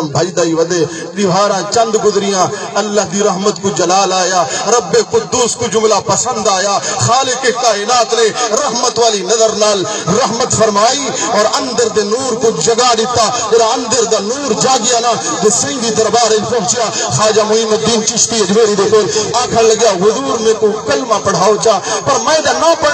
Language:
Saraiki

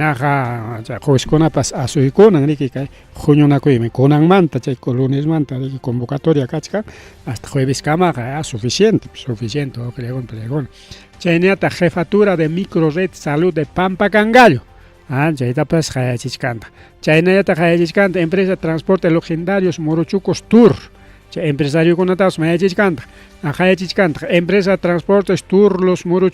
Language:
Ayacucho Quechua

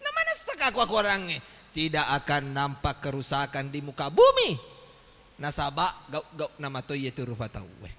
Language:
Buginese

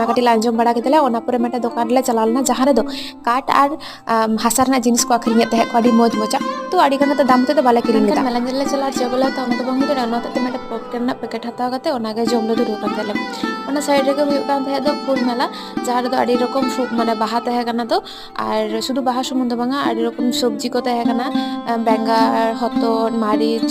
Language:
Santali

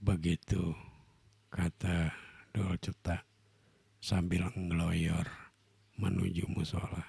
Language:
Betawi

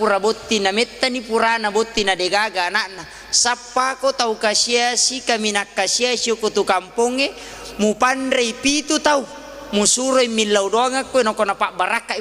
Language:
Buginese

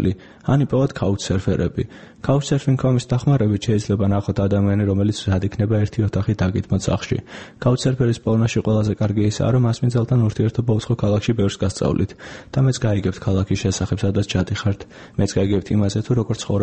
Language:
Georgian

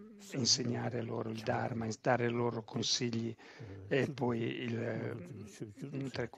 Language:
Italian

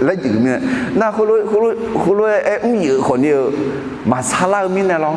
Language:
Akha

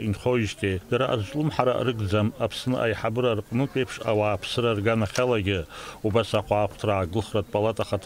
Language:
Abkhazian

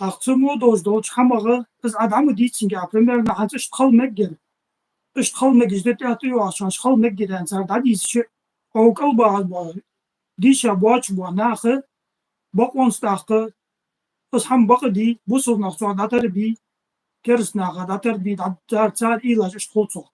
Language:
Ingush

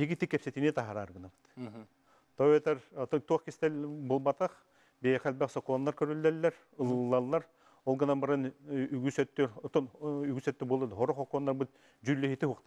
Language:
Yakut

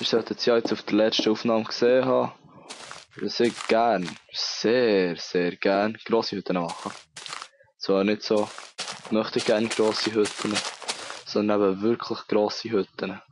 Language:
Swiss German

